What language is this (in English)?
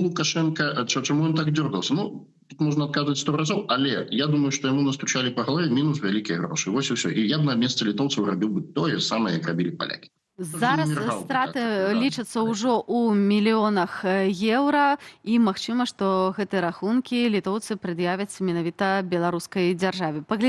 Belarusian